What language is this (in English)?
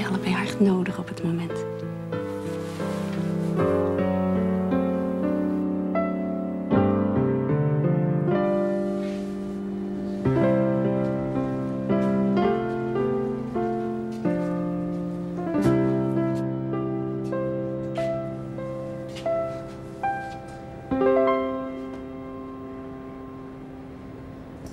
Dutch